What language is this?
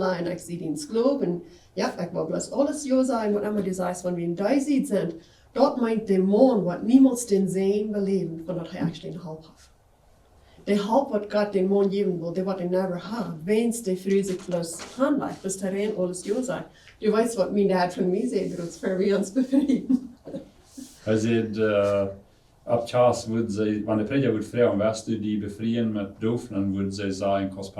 Plautdietsch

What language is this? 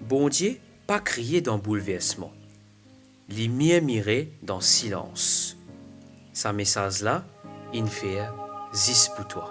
Morisyen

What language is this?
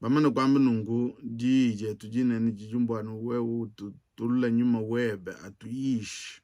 Luba-Lulua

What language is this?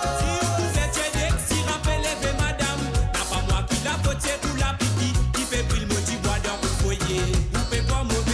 Morisyen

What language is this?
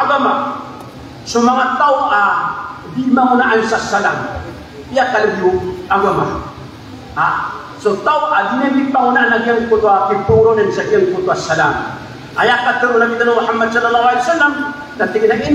Maranao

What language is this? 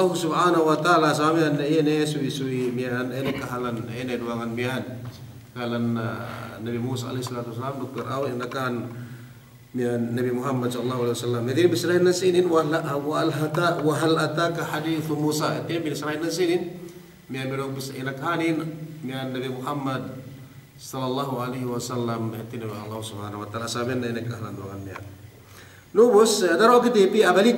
Yakan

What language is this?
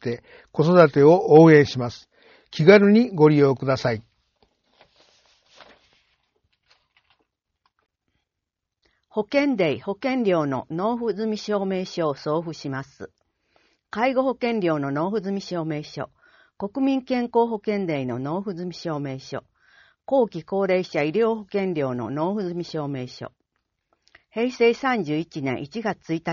Japanese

